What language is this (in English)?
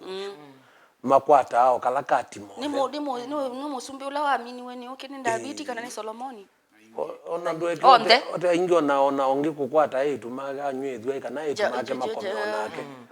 Kamba